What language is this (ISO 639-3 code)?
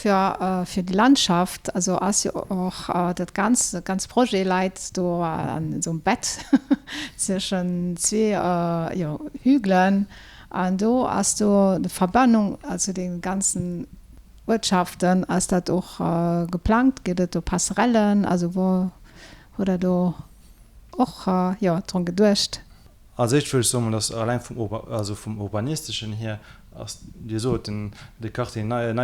ltz